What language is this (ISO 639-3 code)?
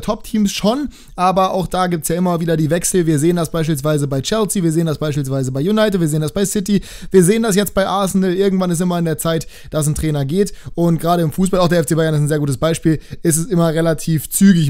deu